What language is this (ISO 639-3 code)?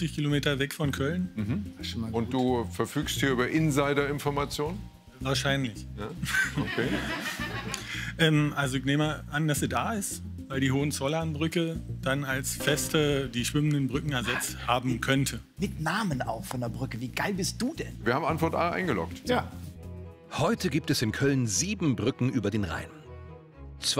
deu